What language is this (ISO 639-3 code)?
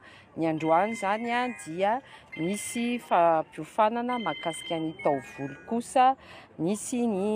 mlg